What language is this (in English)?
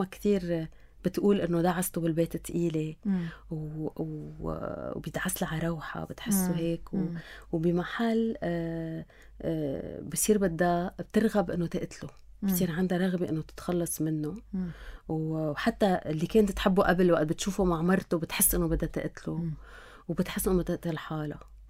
North Levantine Arabic